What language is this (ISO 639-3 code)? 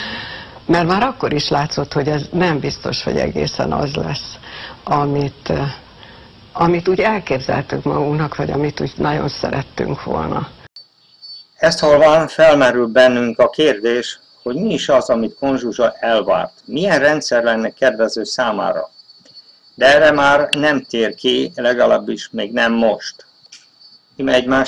hun